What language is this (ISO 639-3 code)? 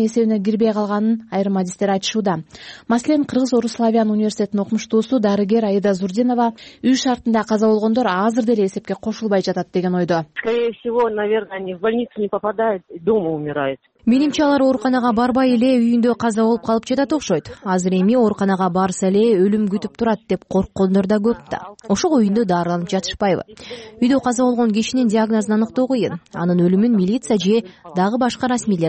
kir